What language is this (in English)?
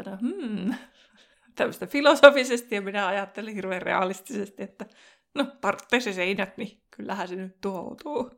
Finnish